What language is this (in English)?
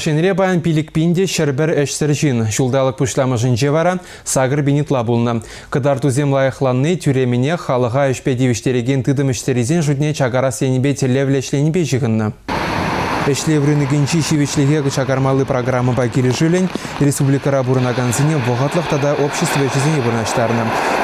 Chuvash